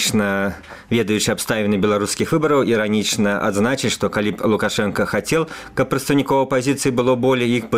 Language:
Belarusian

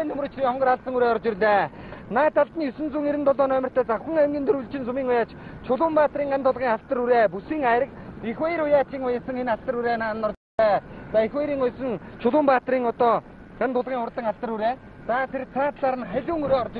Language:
Mongolian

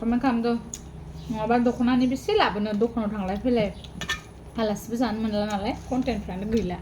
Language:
Bodo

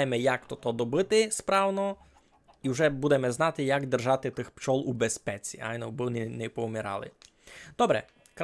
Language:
Rusyn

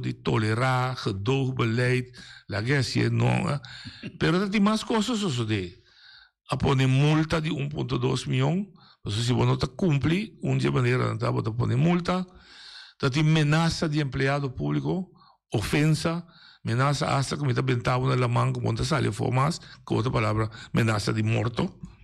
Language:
Papiamento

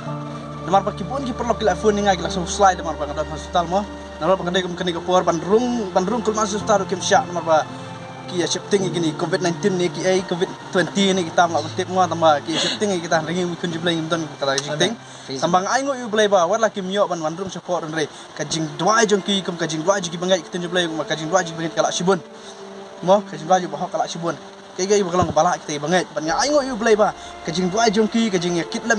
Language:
Khasi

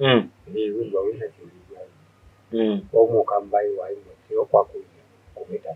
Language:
Kamba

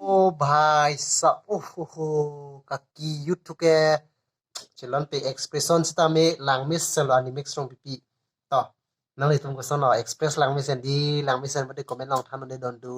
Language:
Karbi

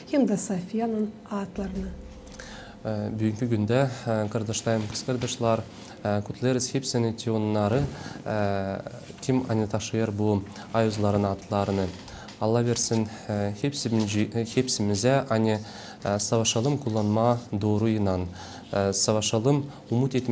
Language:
Gagauz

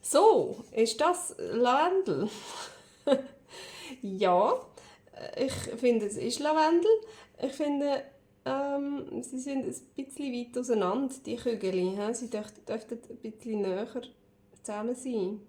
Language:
Swiss German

